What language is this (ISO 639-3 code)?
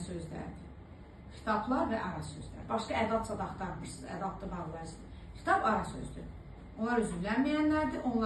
aze